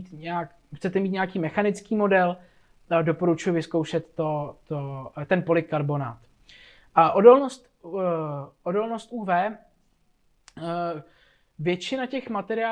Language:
Czech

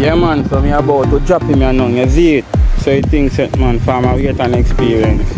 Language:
Jamaican Creole English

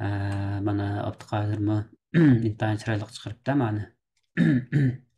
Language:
Uyghur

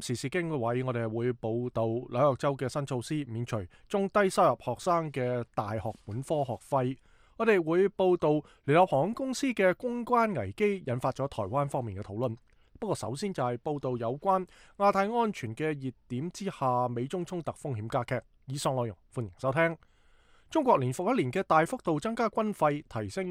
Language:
Cantonese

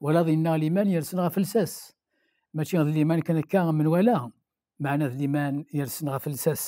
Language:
Kabyle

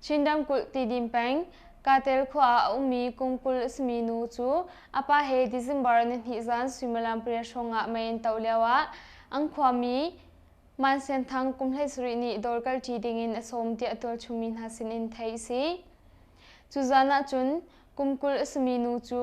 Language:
Hakha Chin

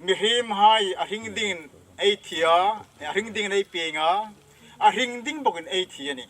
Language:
Hmar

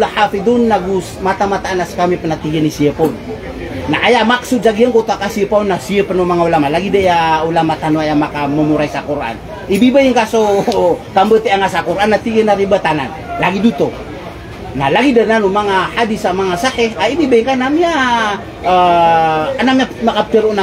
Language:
Maranao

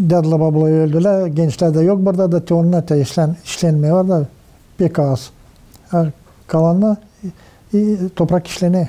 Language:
Gagauz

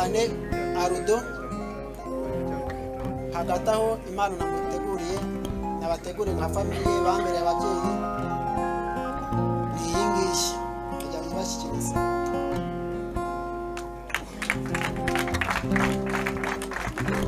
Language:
Kinyarwanda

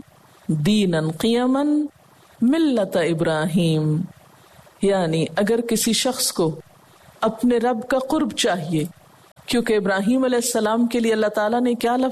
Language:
Urdu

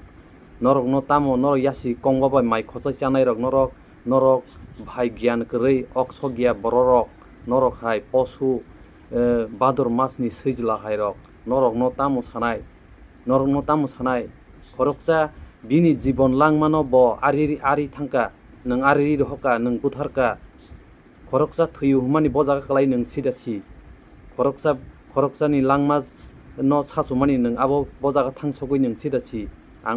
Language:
Kok Borok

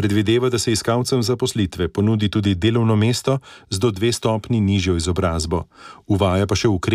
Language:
Slovenian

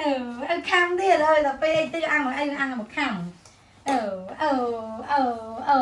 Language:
Khmer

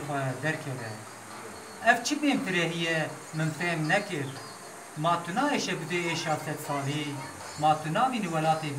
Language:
Kurdish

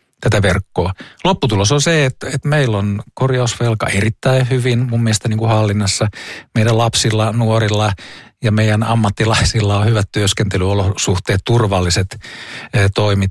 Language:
Finnish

